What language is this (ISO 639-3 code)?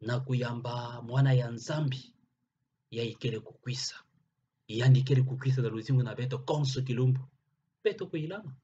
ktu